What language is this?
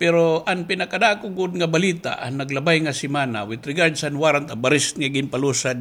Waray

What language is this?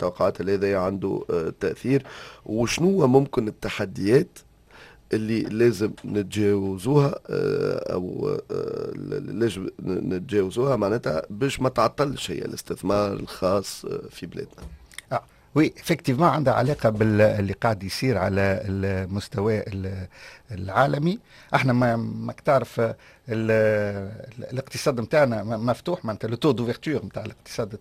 Tunisian Arabic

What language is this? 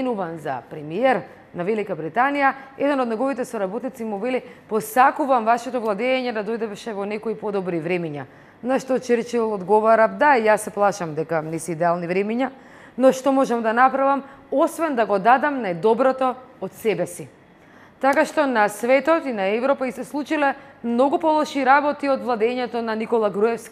Macedonian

